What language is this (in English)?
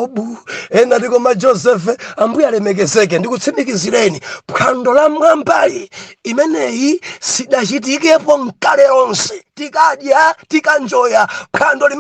Nyanja